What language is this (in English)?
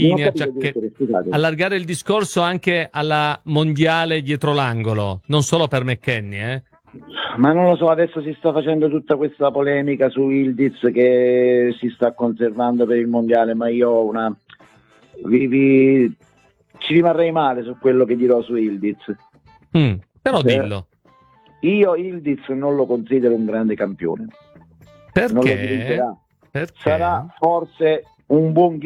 Italian